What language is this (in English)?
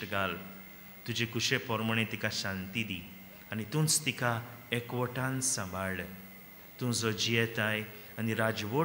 Konkani